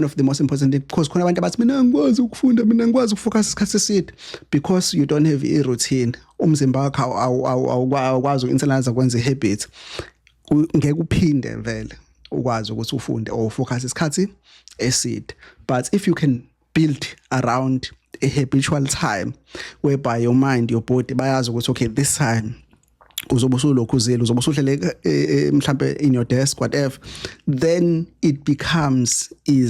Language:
Zulu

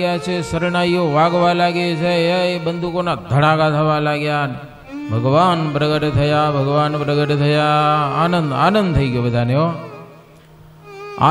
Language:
Gujarati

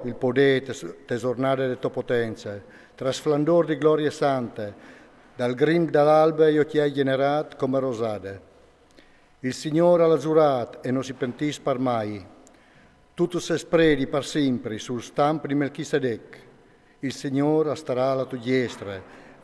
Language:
Friulian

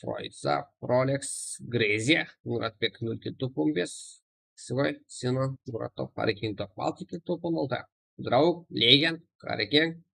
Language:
Kara-Kalpak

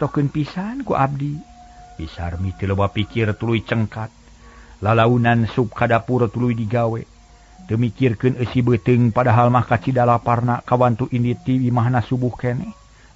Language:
Sundanese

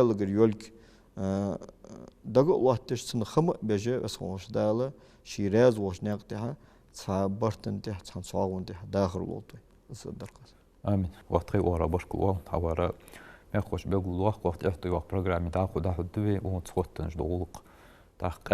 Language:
Ingush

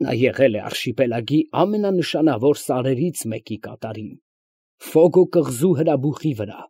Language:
Armenian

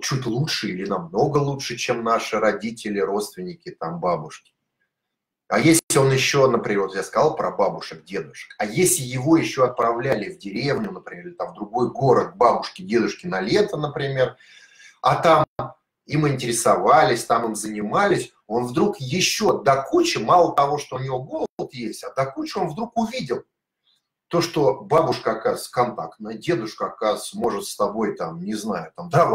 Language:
Russian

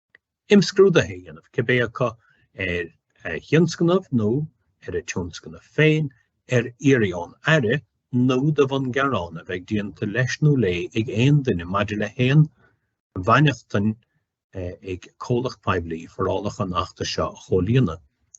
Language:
Irish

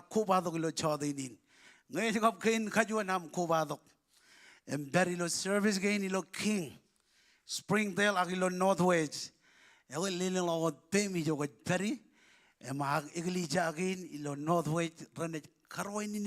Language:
Marshallese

